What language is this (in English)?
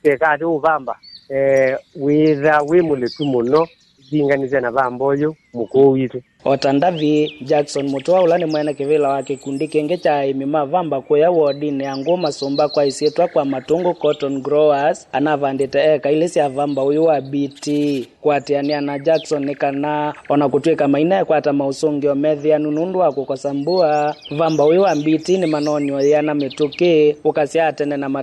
Kamba